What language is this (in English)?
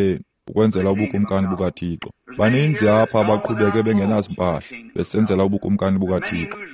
Xhosa